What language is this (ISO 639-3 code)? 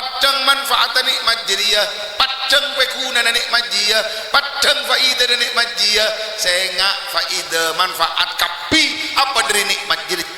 mad